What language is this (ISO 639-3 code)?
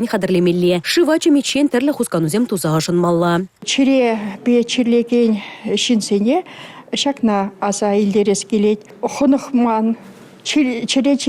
chv